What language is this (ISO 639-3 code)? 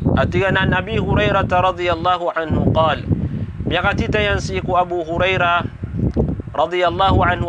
mrw